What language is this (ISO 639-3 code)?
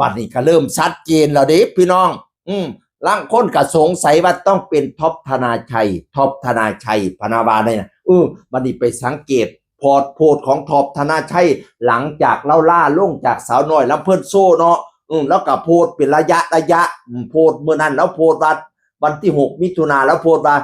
tts